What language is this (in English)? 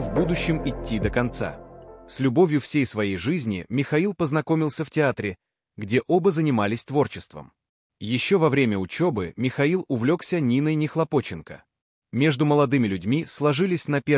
Russian